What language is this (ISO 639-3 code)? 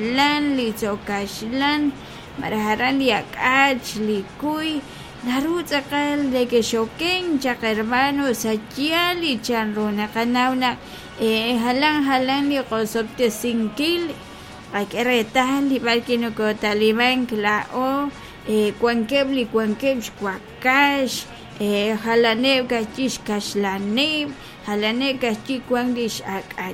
kek